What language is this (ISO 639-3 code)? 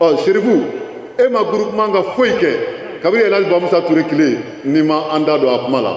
bam